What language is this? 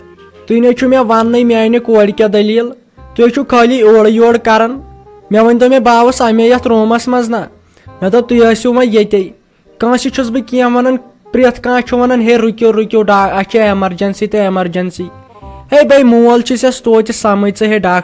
Kashmiri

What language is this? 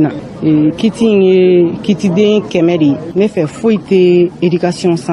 Bambara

